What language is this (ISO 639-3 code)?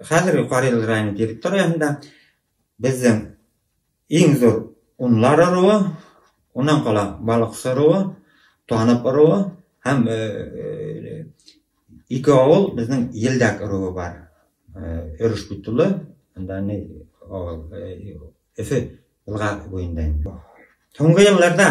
bak